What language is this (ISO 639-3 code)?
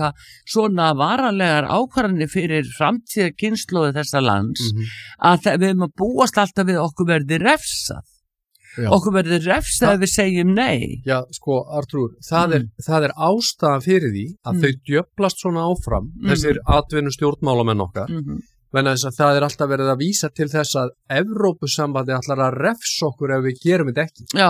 isl